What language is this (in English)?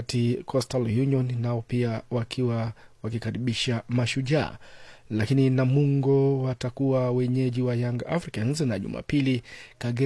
Swahili